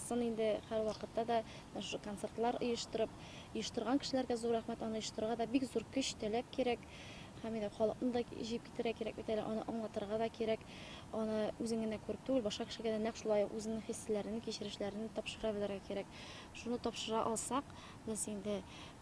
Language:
Tatar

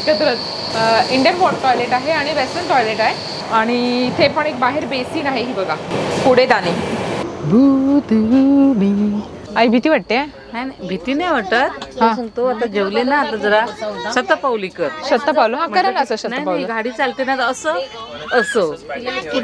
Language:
Marathi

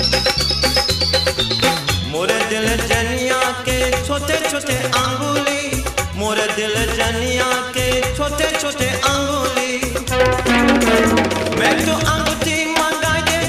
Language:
Bhojpuri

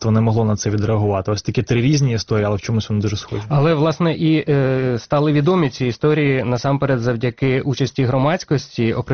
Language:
Ukrainian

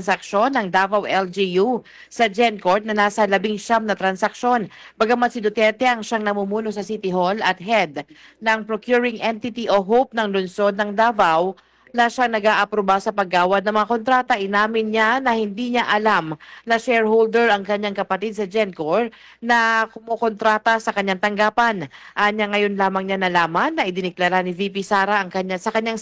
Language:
Filipino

